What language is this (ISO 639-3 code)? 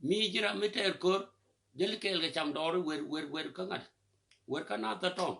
nus